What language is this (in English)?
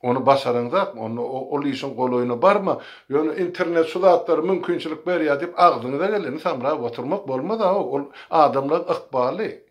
Turkmen